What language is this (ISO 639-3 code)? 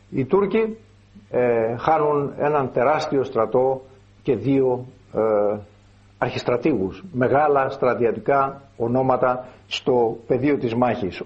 ell